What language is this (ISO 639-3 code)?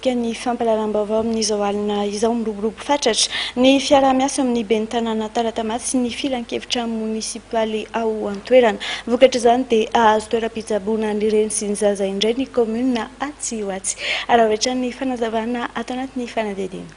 mlg